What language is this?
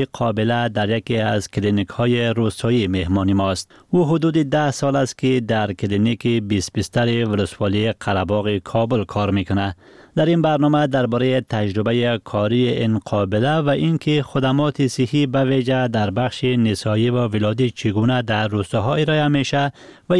Persian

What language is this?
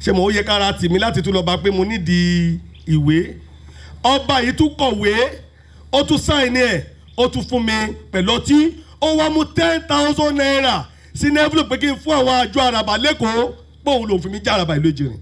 Yoruba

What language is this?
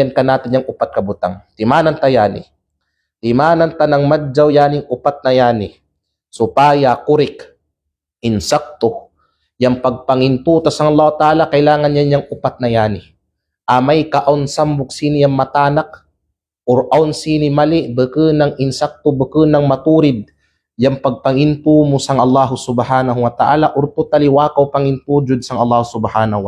Kalagan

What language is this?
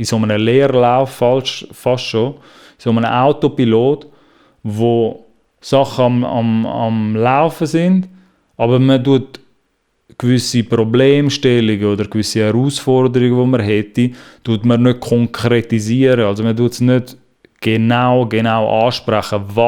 Swiss German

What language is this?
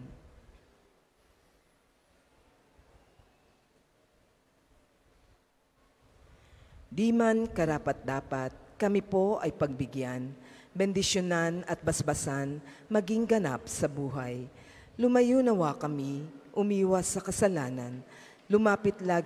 Filipino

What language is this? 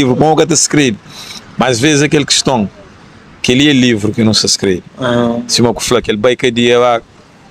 Kabuverdianu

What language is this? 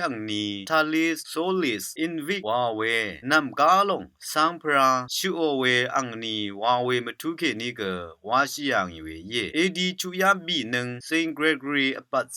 Rawang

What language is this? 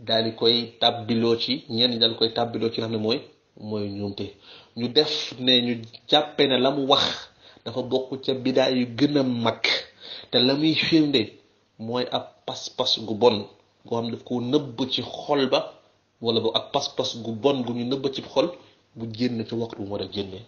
Wolof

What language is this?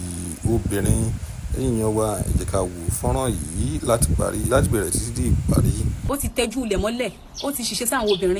Yoruba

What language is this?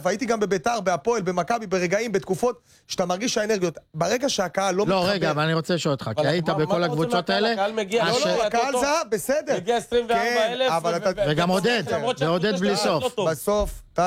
Hebrew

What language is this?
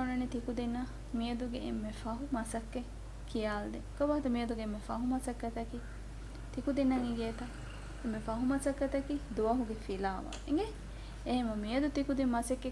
Divehi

